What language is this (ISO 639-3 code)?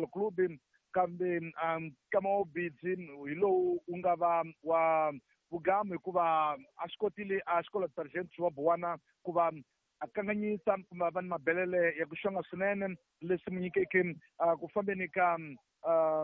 tso